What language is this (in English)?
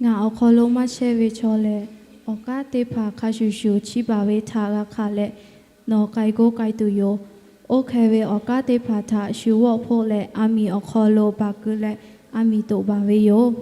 Lahu